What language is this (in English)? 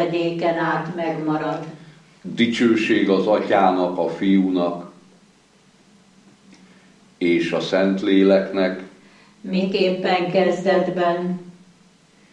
Hungarian